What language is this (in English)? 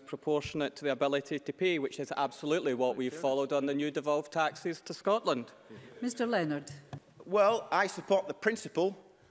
English